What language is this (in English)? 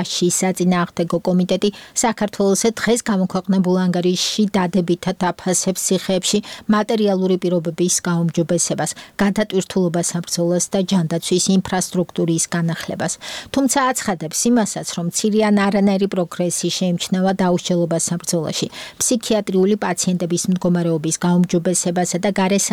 Georgian